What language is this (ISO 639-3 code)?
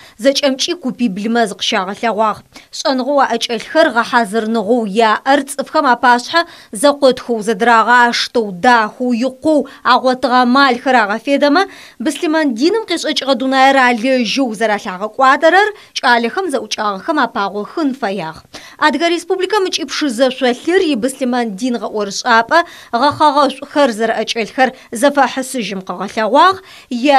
ady